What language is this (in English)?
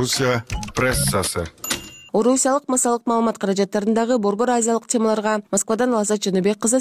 Kyrgyz